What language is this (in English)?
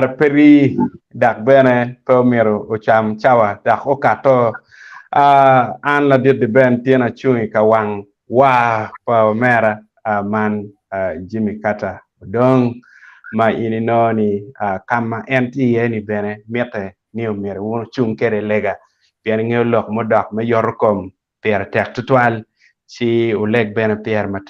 Acoli